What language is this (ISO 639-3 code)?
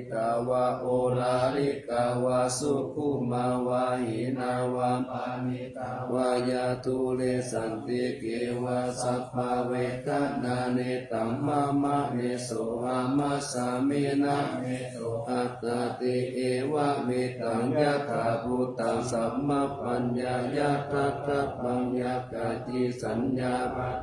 pli